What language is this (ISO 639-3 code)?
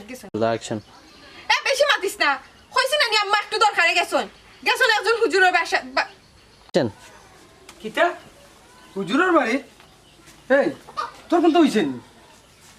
syl